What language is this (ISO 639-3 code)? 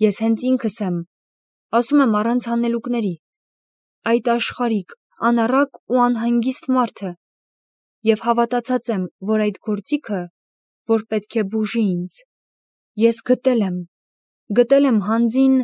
hye